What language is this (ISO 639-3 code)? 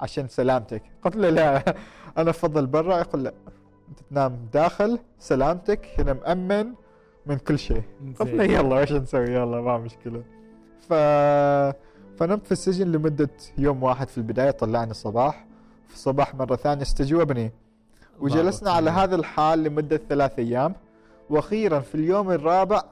afb